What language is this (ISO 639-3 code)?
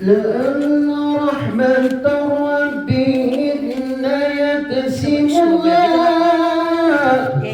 bew